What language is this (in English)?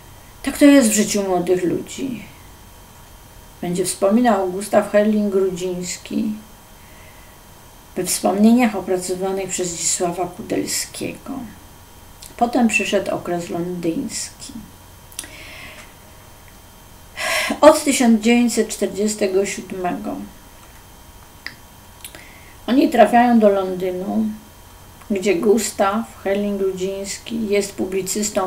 Polish